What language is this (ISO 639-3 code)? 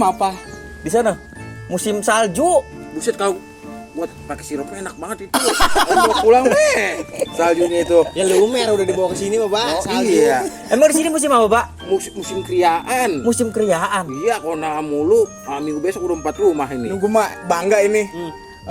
bew